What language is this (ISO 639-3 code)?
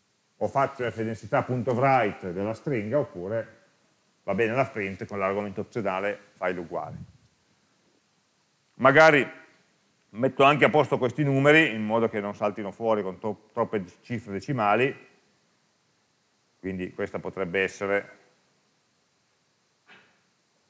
ita